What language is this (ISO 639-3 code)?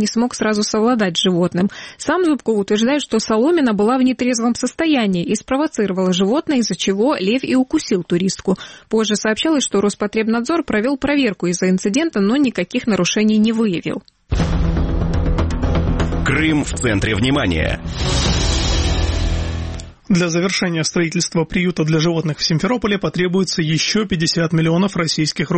rus